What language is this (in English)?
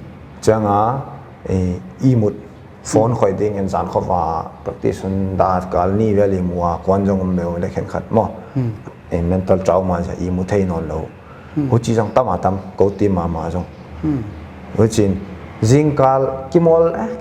Paite Chin